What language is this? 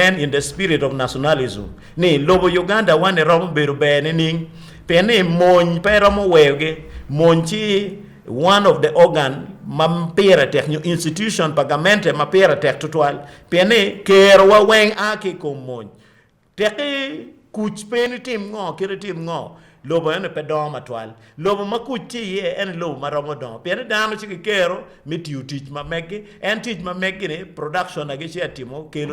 Acoli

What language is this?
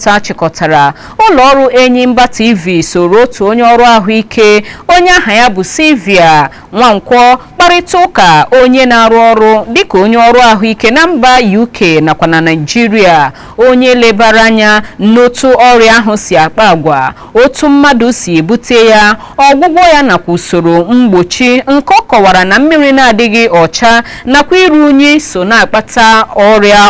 Igbo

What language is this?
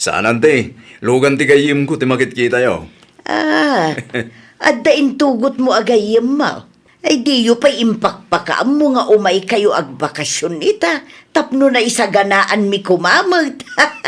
Iloko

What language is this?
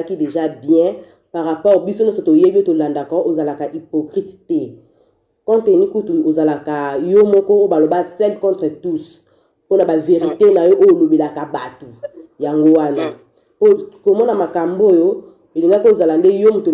Lingala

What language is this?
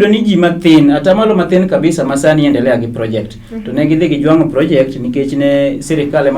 Luo (Kenya and Tanzania)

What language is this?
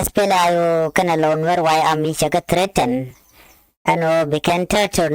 Nuer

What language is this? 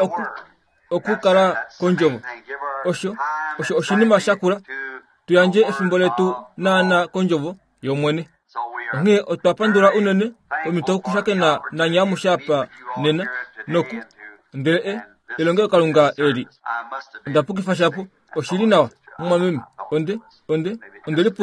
Kuanyama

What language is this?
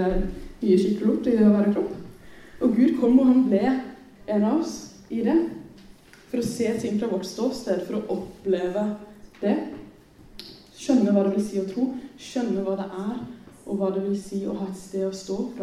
Norwegian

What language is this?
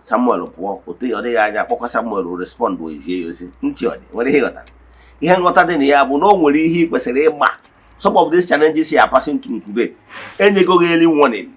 Igbo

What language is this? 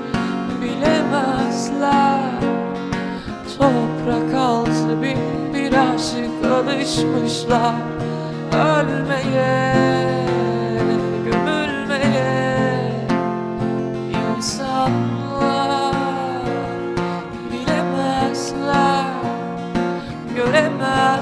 Turkish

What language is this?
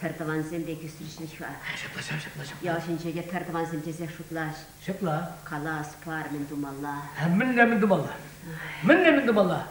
Chuvash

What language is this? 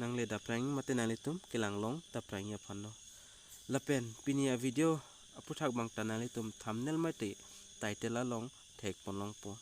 Karbi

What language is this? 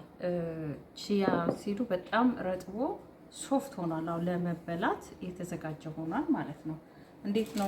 Amharic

